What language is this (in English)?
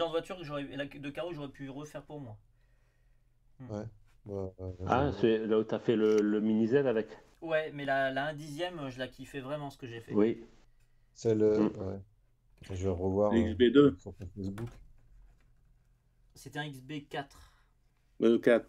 French